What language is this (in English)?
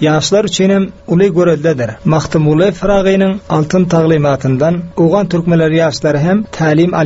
Turkmen